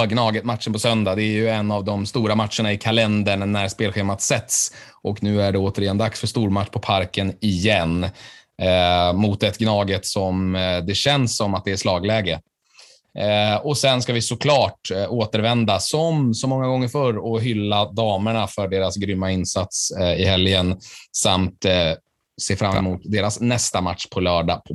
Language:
Swedish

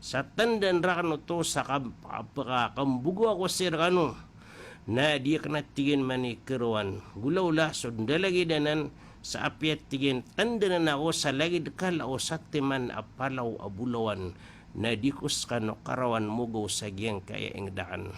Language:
Maranao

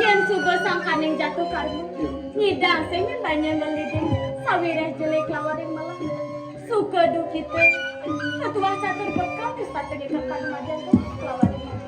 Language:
Balinese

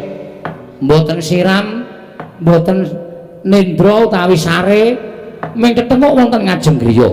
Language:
Javanese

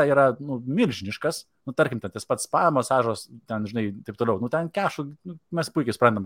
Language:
Lithuanian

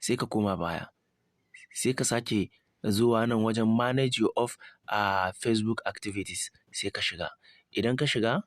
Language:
Hausa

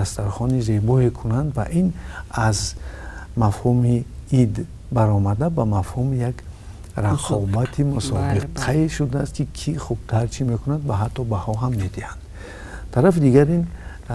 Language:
Tajik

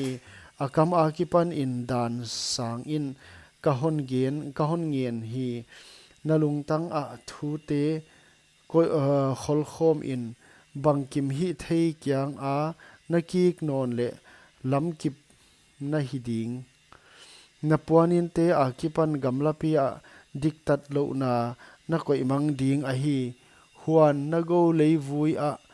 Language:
Paite Chin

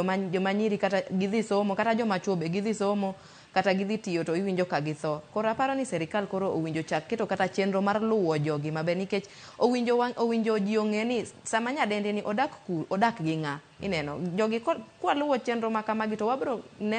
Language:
Luo (Kenya and Tanzania)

